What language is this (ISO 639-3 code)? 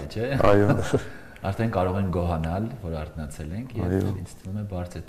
hye